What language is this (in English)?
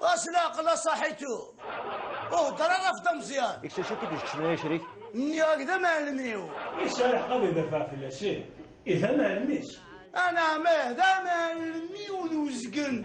Kabyle